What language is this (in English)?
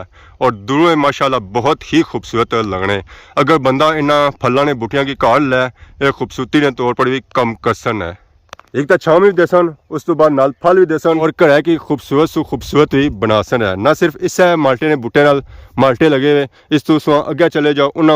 Pahari-Potwari